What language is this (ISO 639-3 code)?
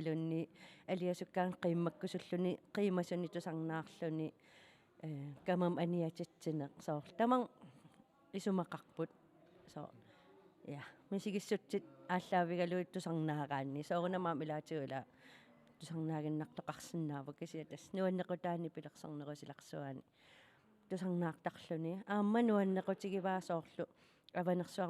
kal